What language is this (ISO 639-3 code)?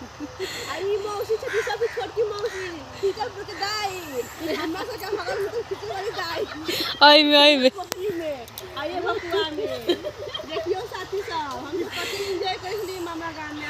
mai